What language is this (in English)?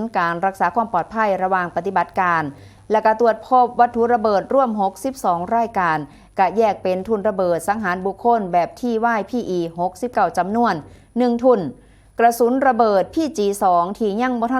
Northeastern Thai